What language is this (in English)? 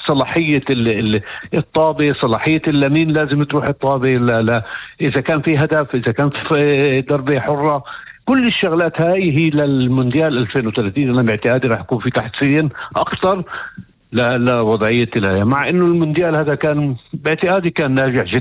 North Levantine Arabic